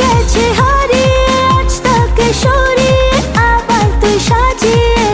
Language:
Bangla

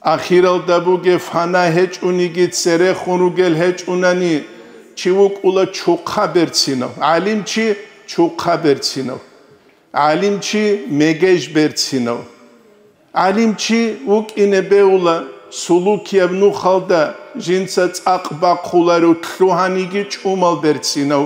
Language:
Avaric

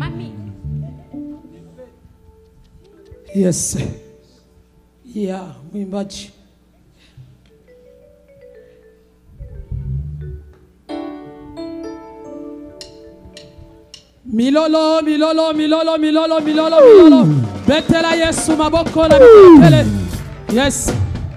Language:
Swahili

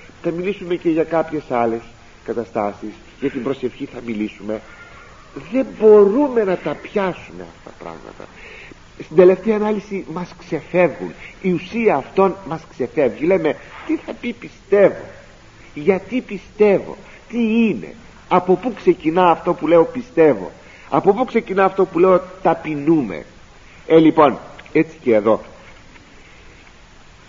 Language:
Greek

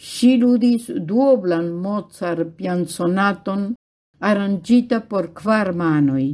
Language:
Esperanto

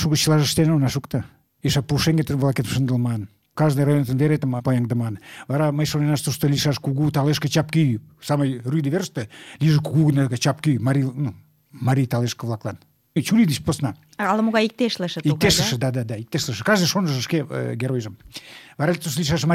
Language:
Mari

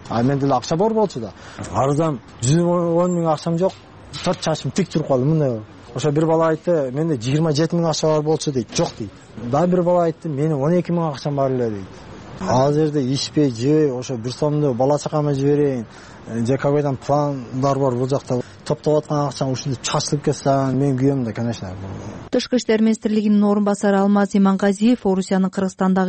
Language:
Kyrgyz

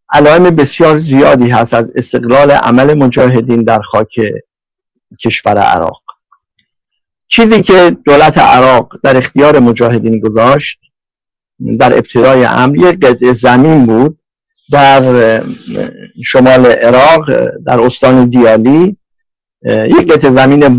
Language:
Persian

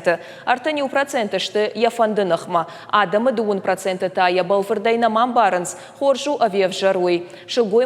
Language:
Ossetic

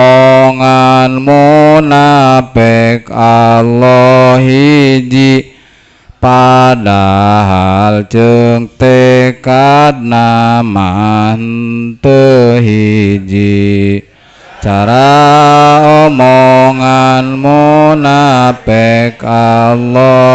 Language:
Sundanese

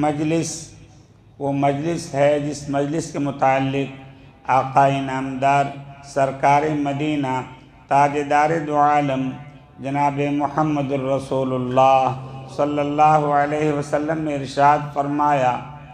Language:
Urdu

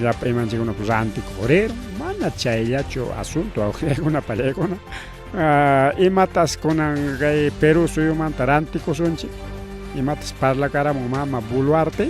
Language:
Ayacucho Quechua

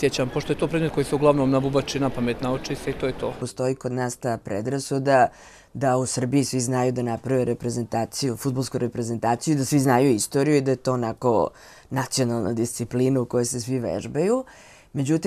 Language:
Bosnian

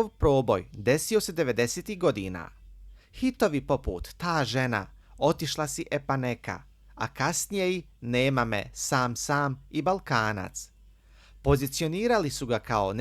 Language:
Bosnian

